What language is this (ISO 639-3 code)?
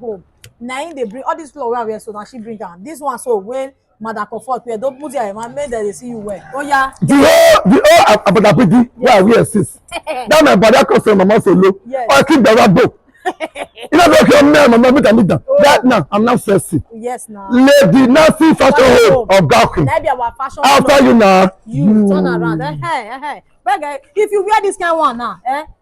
pcm